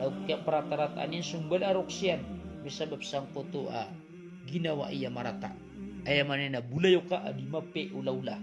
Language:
Maranao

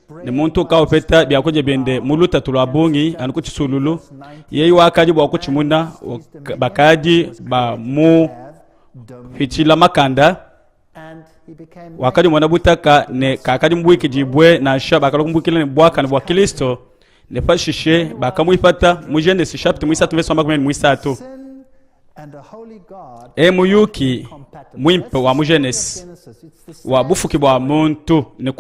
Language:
Luba-Lulua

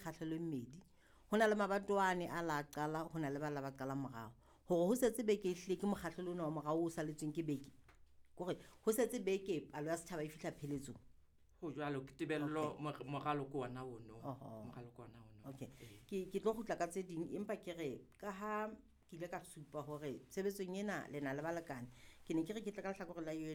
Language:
Southern Sotho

